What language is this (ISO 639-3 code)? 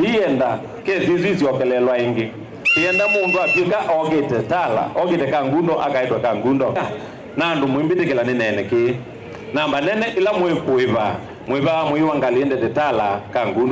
kam